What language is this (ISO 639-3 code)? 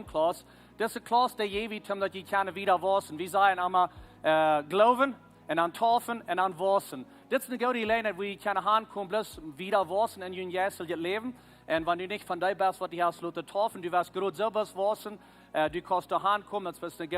pdt